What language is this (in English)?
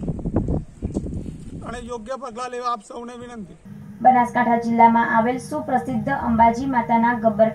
Gujarati